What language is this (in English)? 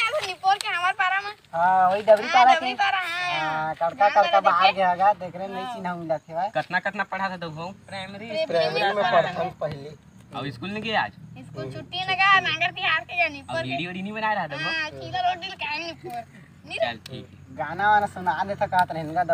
Chhattisgarhi